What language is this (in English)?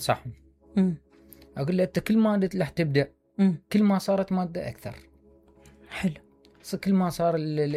Mesopotamian Arabic